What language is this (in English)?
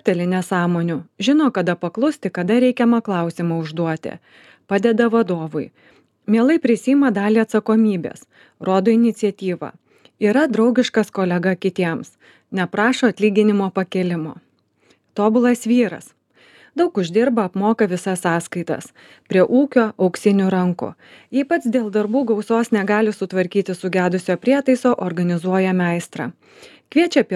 Lithuanian